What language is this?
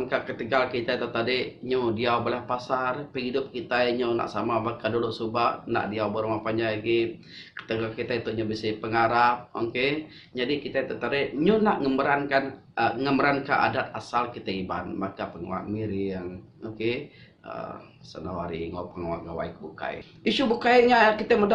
Iban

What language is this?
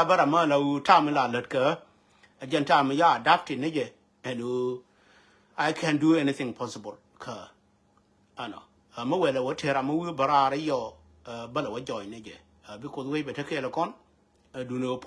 Nuer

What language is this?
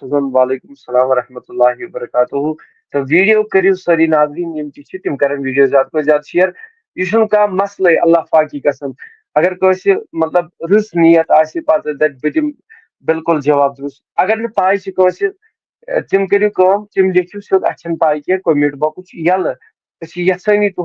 Kashmiri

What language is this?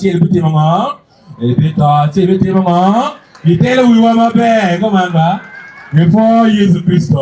Acoli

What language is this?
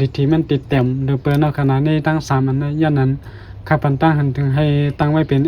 Shan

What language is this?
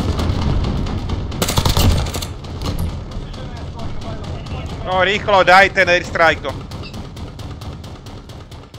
Slovak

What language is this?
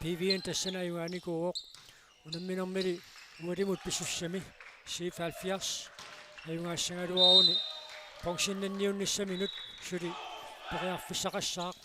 Kalaallisut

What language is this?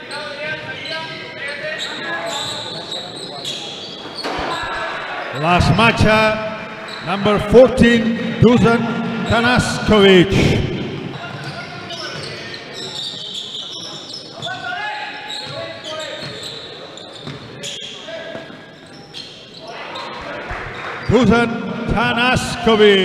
Catalan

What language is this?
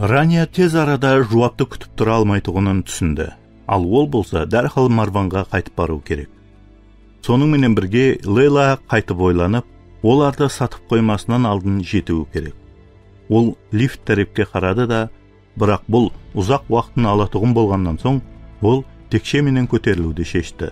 Kara-Kalpak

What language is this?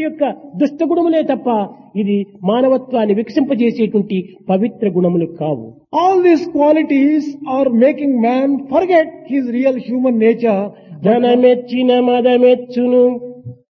Telugu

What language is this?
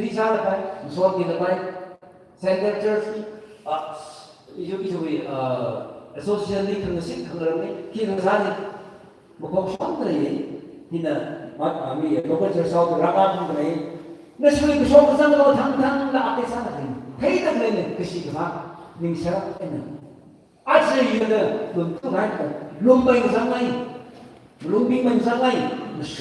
Tangkhul Naga (India)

